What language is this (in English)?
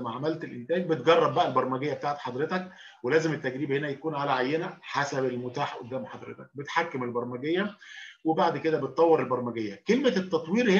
Egyptian Arabic